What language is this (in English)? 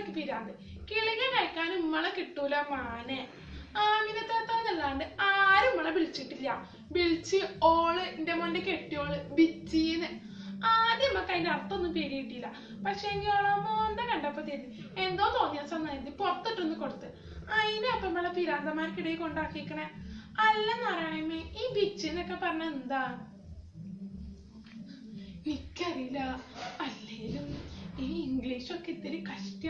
Malayalam